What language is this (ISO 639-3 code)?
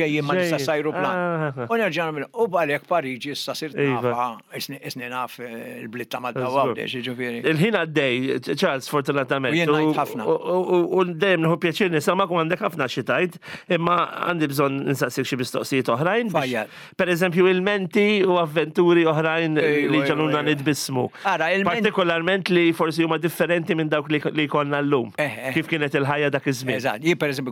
mlt